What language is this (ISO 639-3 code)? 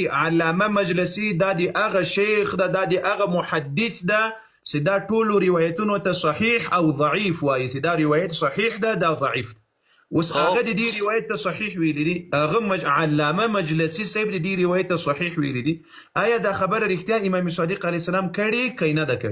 pus